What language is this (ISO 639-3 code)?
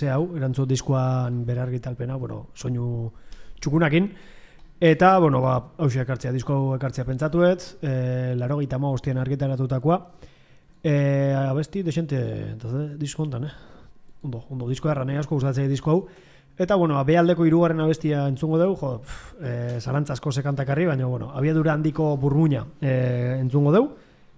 eus